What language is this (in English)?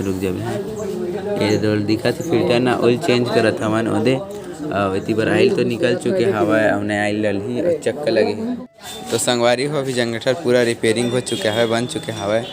Chhattisgarhi